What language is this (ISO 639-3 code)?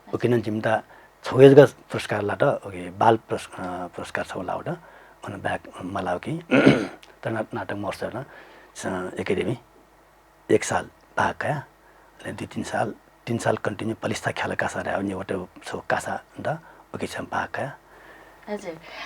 new